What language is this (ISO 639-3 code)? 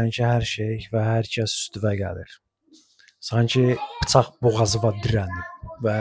aze